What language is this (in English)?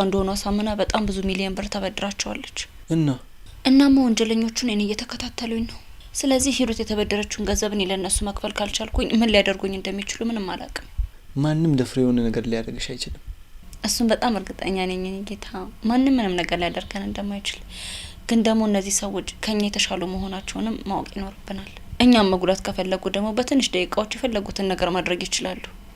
Amharic